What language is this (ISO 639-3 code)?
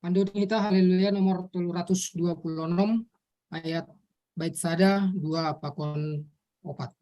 bts